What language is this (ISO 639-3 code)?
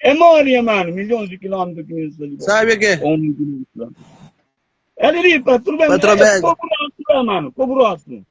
kea